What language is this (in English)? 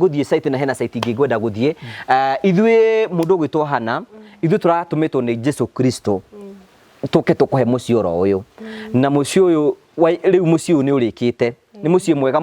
Kikuyu